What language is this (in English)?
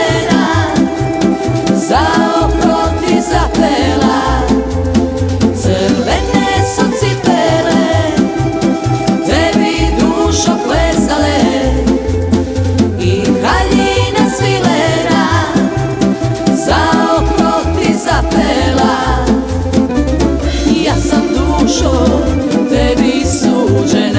Serbian